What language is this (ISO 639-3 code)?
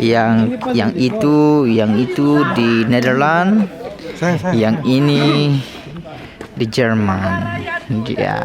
abs